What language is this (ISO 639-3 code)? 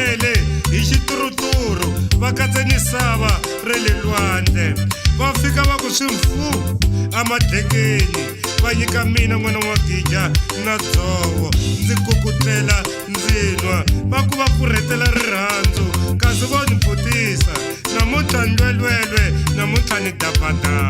tso